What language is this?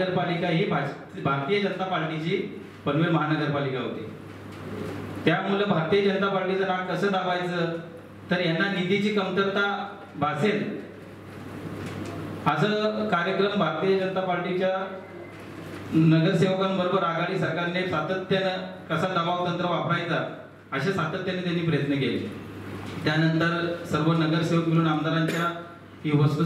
Marathi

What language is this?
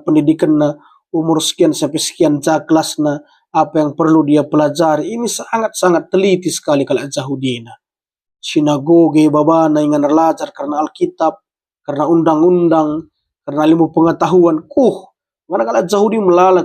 Batak Karo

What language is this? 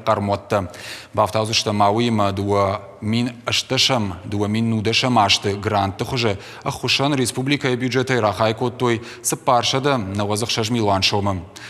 Ossetic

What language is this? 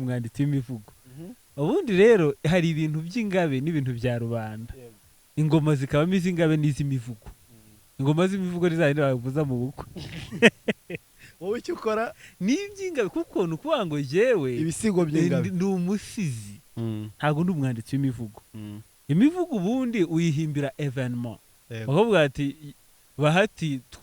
Kinyarwanda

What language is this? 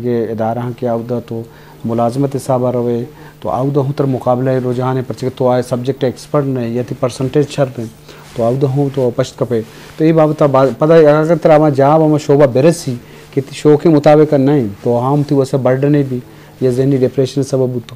Eastern Balochi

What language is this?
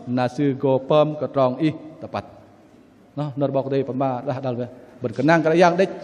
Bahnar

